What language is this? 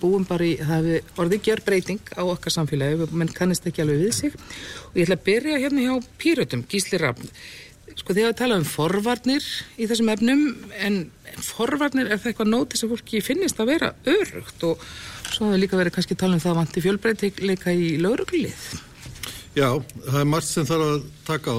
Icelandic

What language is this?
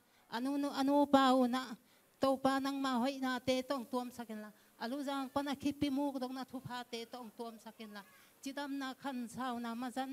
Tedim Chin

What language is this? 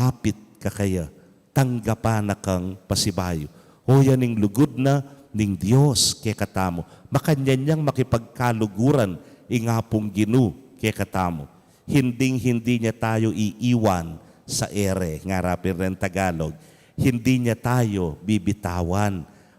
Pampanga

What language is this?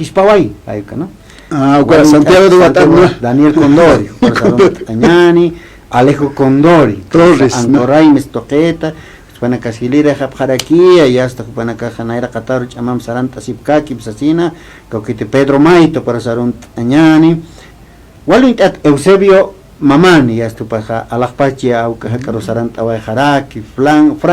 Aymara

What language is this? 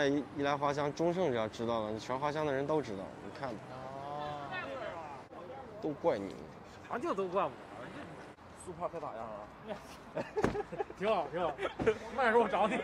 Chinese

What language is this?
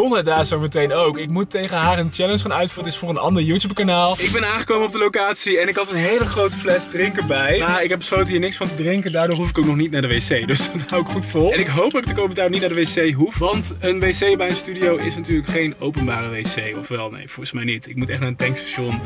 Dutch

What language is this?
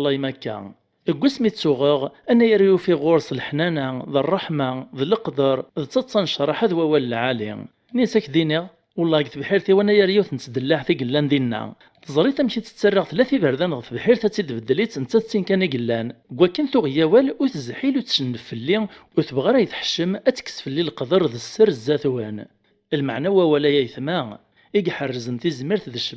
Kabyle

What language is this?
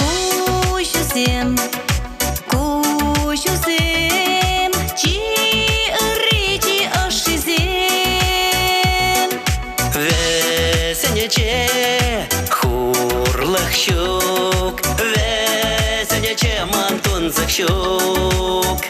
Chuvash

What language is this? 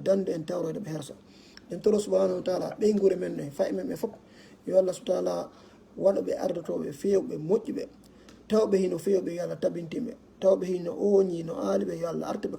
Fula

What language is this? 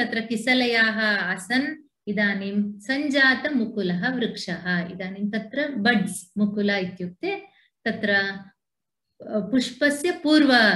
Sanskrit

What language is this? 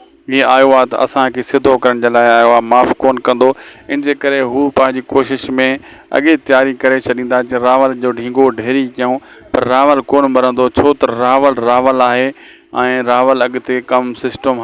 Sindhi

